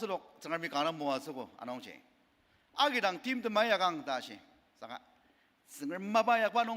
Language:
Ao Naga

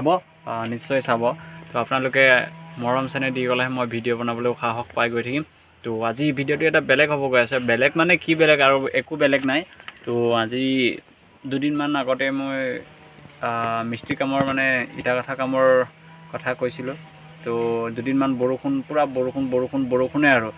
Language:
Assamese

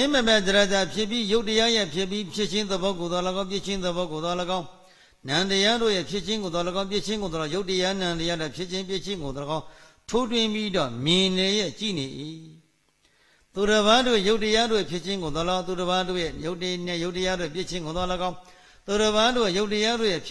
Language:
Burmese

